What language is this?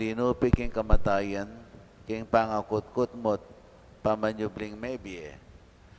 Pampanga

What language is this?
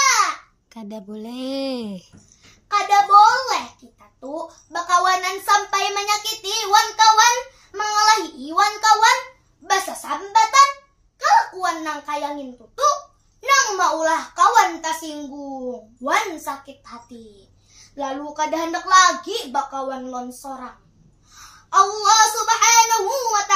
Banjar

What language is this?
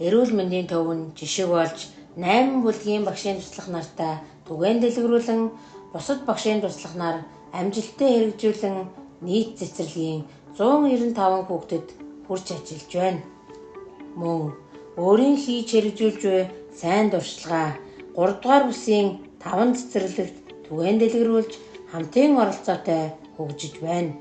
Mongolian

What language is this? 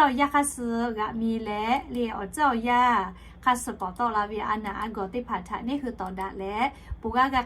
Lahu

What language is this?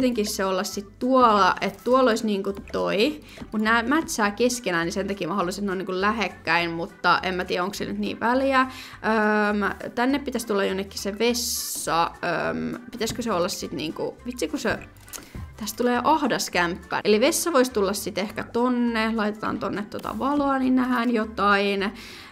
Finnish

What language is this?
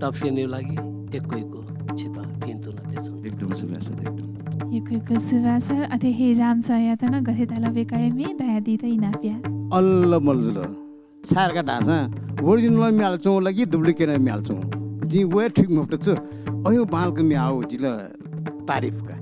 Newari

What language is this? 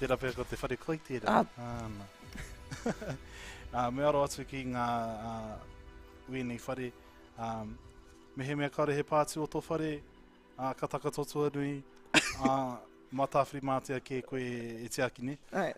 Māori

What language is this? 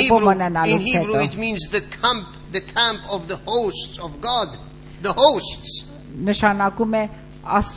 Armenian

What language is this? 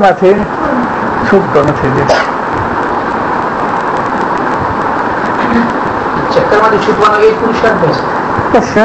Gujarati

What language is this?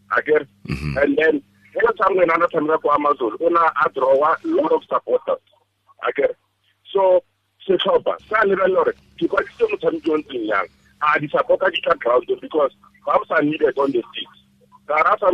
Tswana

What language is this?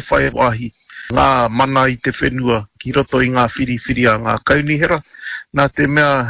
Māori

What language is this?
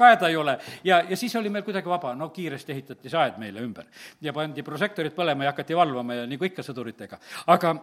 Estonian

